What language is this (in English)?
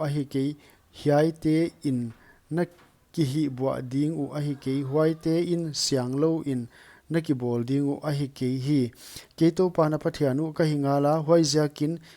Paite Chin